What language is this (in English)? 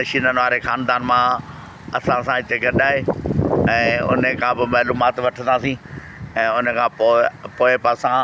Sindhi